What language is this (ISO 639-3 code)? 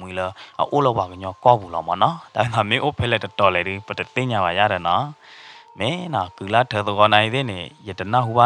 ksw